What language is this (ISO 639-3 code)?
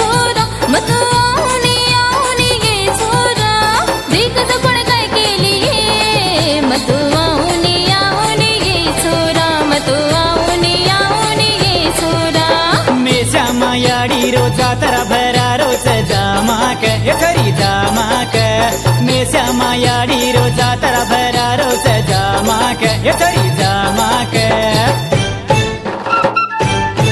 tel